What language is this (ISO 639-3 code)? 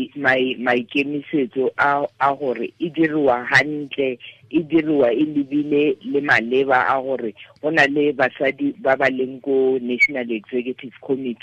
tsn